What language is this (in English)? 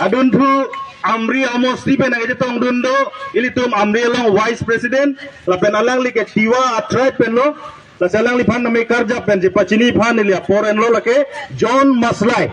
Karbi